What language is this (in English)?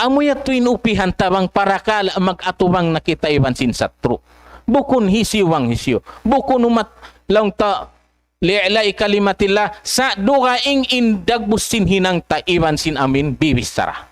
Tausug